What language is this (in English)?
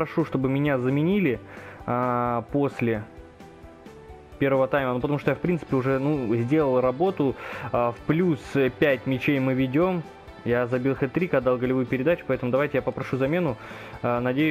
Russian